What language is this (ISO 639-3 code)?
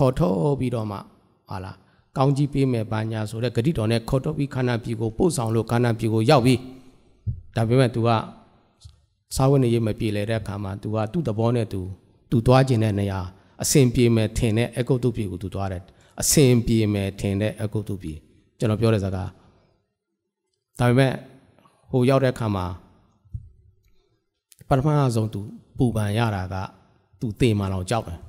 mya